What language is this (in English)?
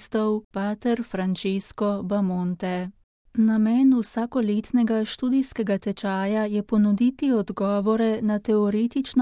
Slovenian